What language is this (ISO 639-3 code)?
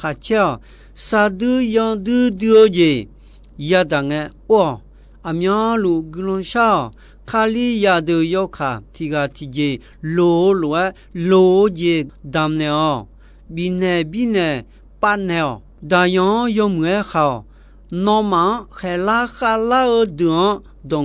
ahk